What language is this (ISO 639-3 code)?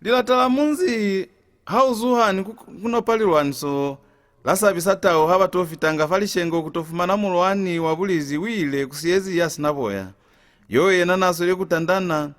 loz